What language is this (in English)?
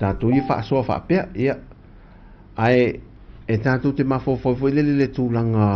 Samoan